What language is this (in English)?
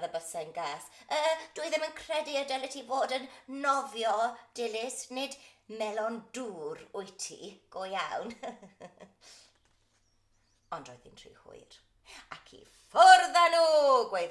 Welsh